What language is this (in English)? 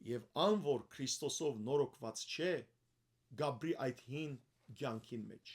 Western Armenian